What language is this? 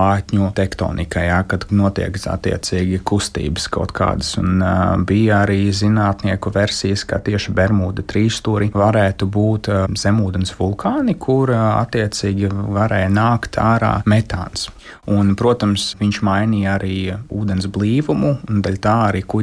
Latvian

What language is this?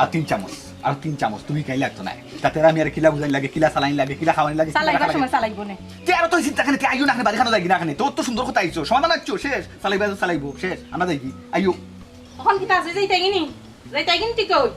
Sylheti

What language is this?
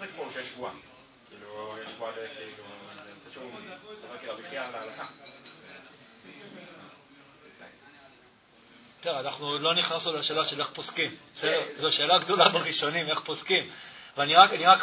Hebrew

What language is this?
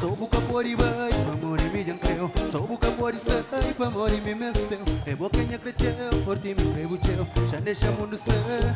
Kabuverdianu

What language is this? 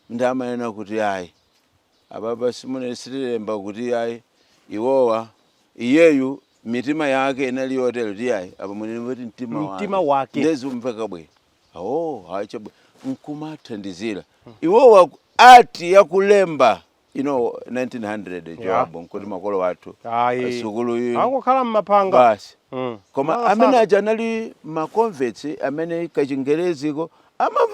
Nyanja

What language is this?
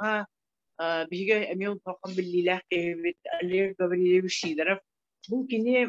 Yakut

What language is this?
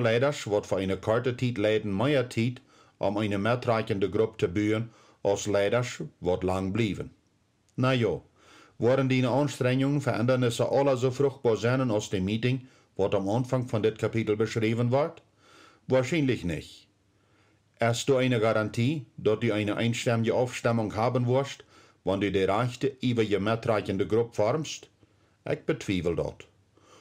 Plautdietsch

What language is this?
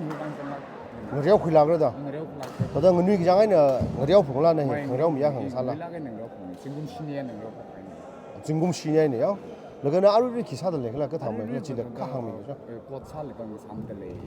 Tangkhul Naga (India)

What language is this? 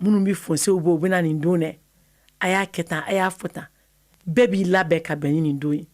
Bambara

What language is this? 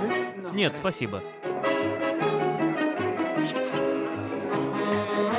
Russian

